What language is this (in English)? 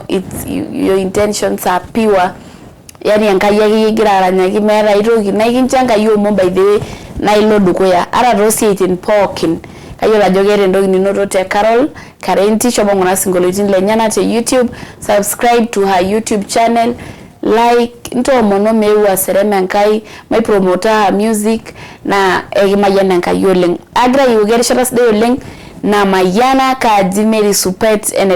Masai